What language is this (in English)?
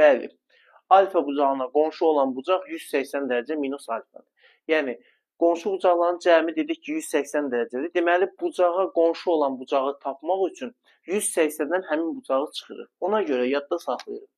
Azerbaijani